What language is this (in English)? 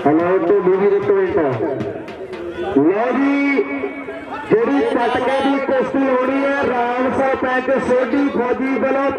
Punjabi